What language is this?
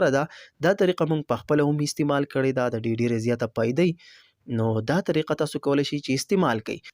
Pashto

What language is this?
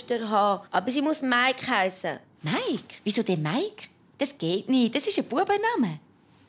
Swiss German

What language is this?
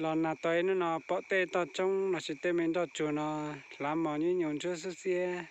Hmong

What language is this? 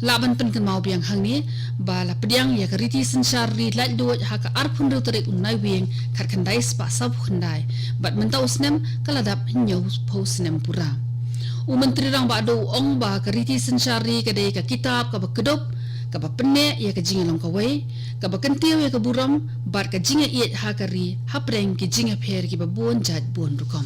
Khasi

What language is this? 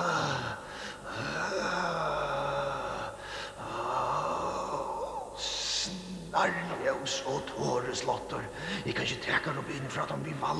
Faroese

